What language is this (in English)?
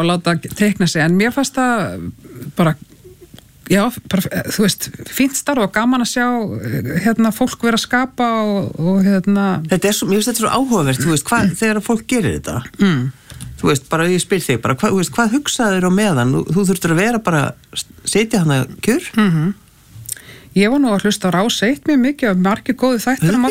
Icelandic